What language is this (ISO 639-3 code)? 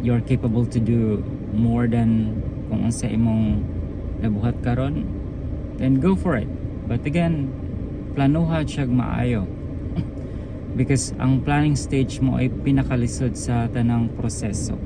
ceb